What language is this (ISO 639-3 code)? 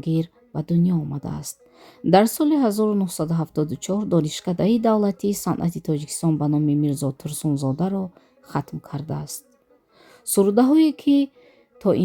tgk